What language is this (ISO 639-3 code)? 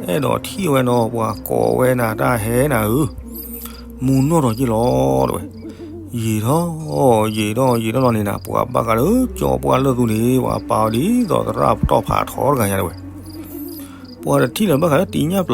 ksw